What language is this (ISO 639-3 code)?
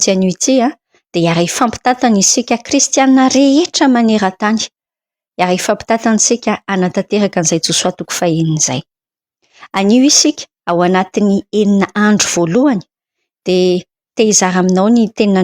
mlg